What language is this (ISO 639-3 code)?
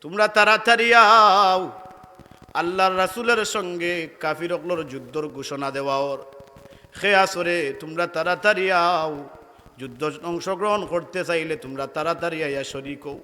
syl